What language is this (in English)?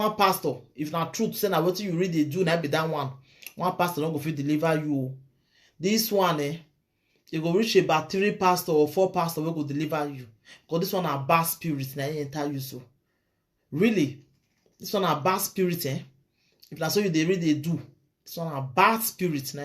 Nigerian Pidgin